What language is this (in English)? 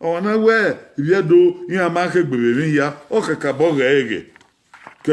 Bini